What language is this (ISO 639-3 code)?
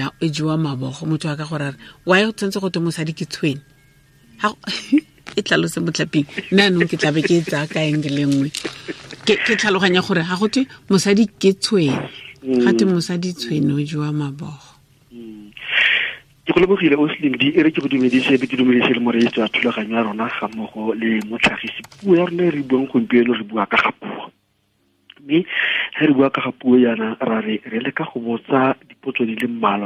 tsn